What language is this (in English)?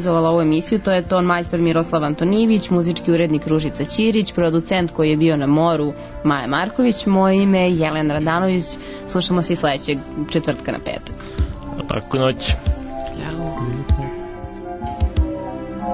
Serbian